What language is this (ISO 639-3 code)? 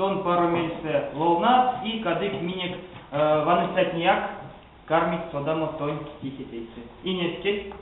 myv